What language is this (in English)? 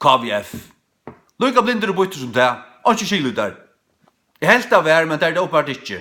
Faroese